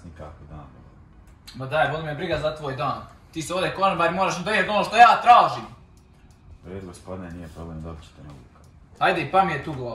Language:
Croatian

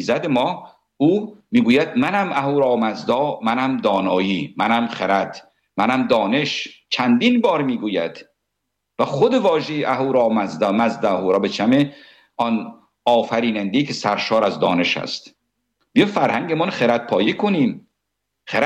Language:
Persian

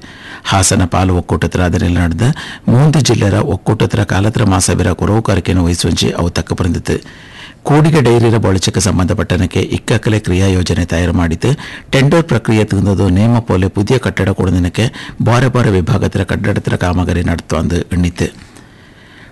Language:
Kannada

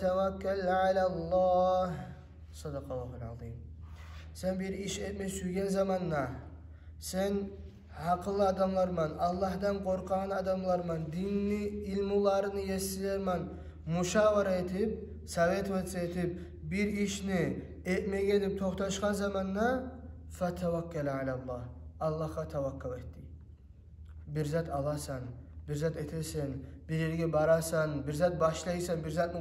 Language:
Kumyk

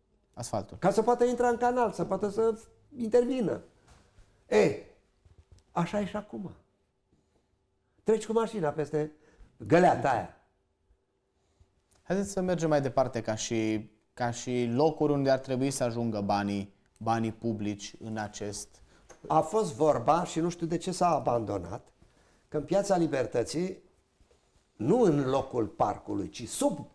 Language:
Romanian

